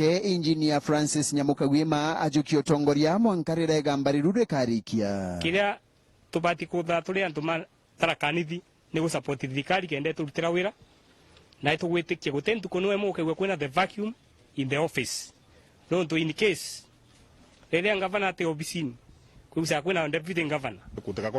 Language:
Meru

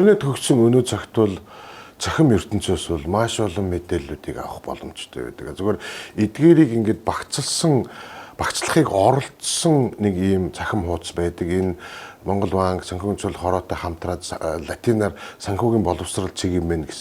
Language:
Mongolian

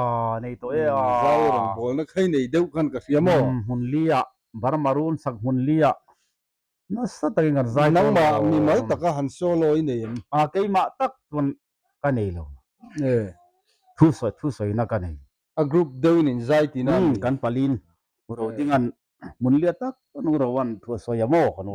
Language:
Mizo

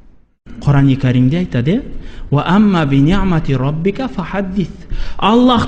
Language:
Kazakh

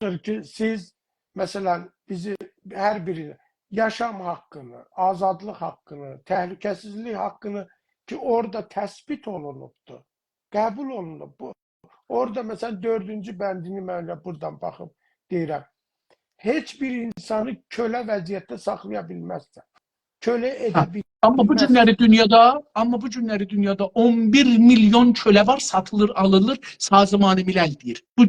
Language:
South Azerbaijani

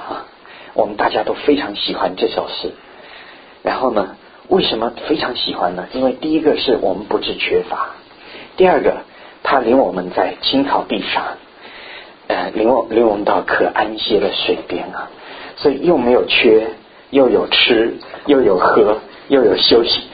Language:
Chinese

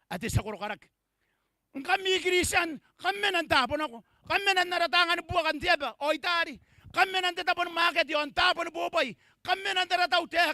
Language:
Gilbertese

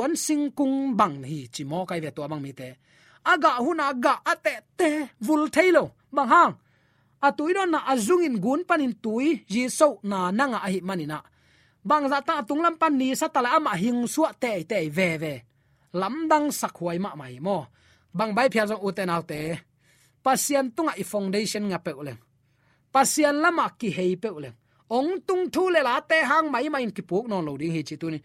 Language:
Tedim Chin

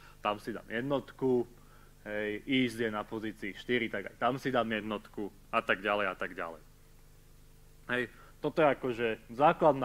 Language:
Slovak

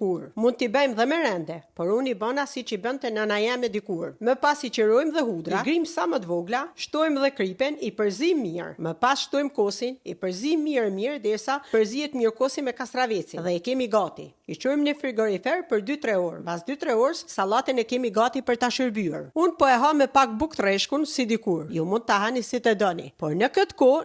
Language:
Albanian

